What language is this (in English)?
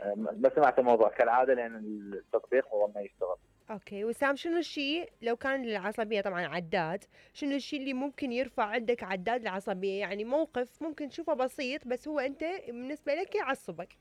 Mesopotamian Arabic